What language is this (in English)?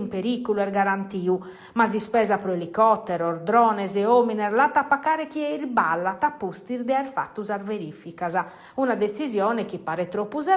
Sardinian